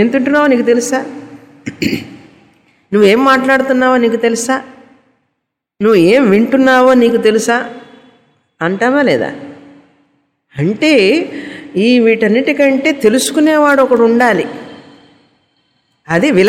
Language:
Telugu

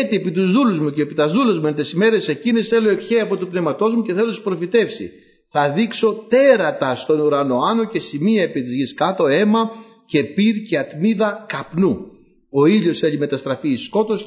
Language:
Greek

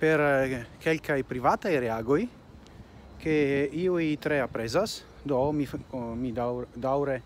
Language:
Esperanto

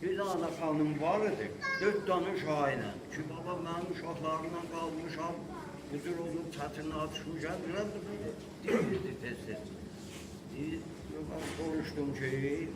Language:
South Azerbaijani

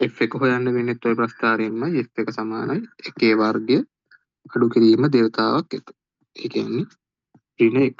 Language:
Sinhala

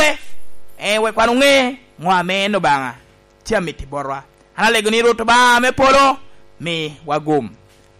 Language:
Lango (Uganda)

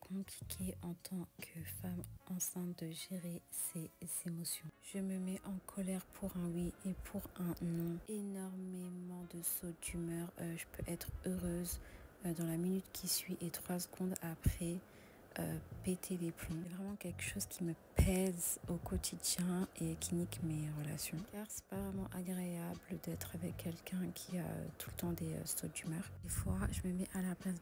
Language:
French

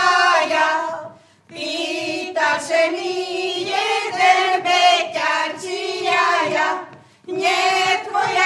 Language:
Slovak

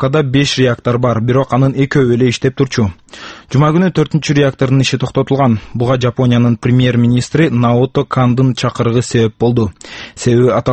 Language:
Kyrgyz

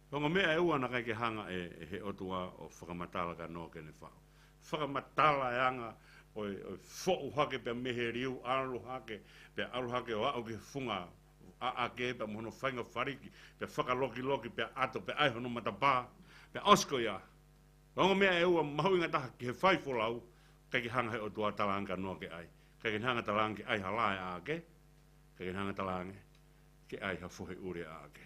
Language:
Tongan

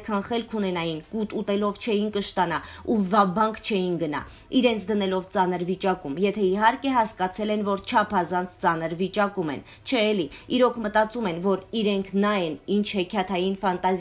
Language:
Armenian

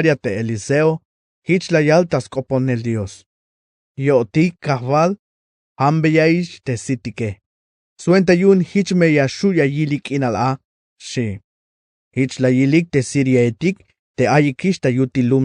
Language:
Tzeltal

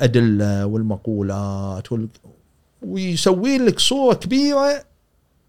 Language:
Gulf Arabic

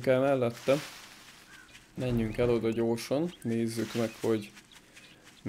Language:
Hungarian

